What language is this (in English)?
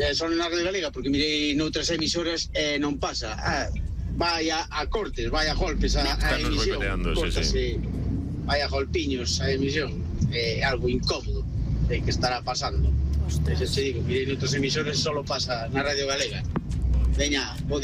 Galician